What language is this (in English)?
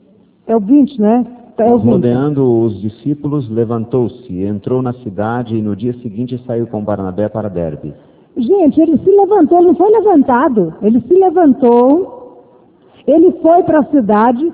Portuguese